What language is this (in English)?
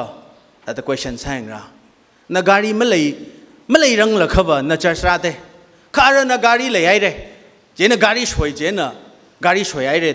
Tangkhul Naga (India)